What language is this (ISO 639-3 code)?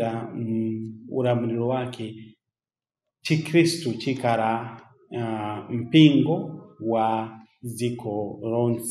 nya